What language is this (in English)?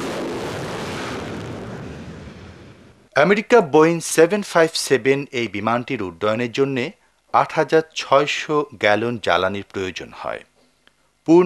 Bangla